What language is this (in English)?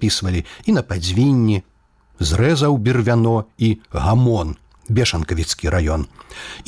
Belarusian